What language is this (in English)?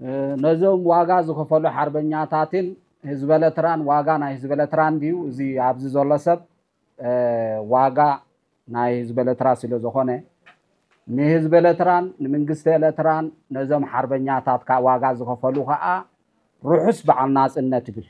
Tigrinya